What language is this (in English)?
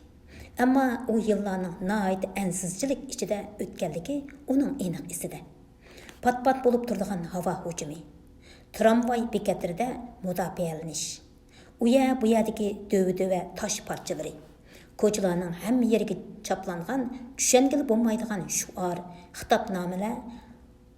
Uyghur